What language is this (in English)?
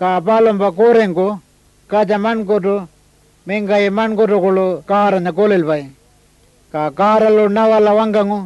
Pitjantjatjara